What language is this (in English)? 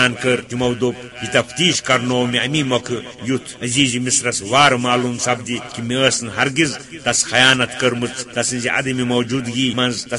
Kashmiri